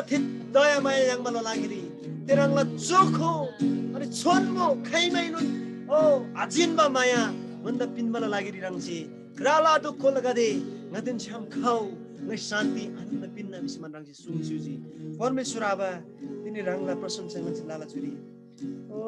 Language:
Eastern Tamang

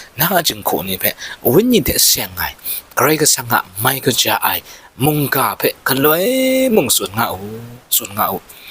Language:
Kachin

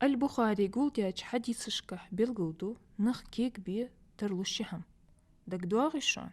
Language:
Ingush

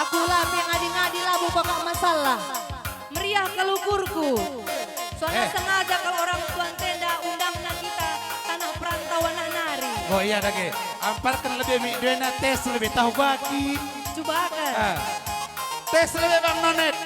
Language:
Batak Karo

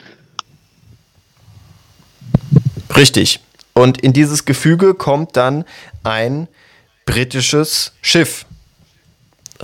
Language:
German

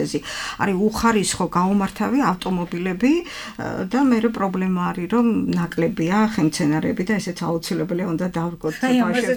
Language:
Georgian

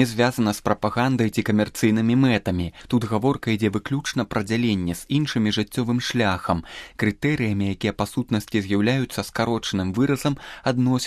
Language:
Belarusian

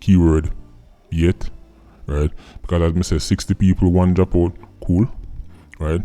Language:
Jamaican Creole English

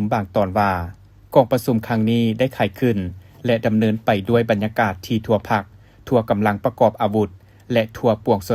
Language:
Lao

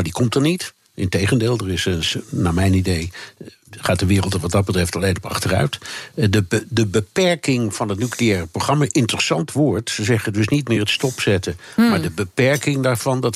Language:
Dutch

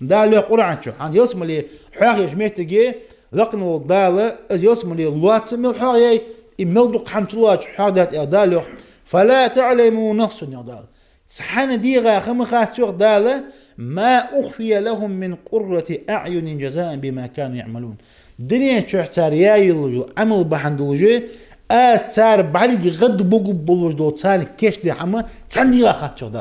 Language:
Ingush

